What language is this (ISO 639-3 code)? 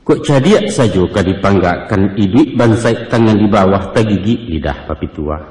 min